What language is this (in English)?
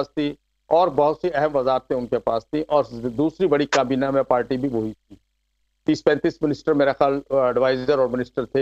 Urdu